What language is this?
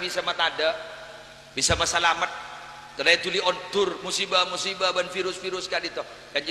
Madurese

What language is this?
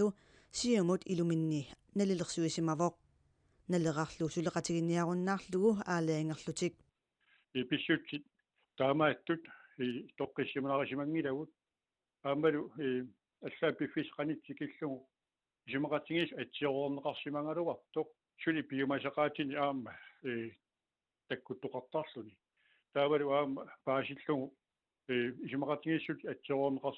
Kalaallisut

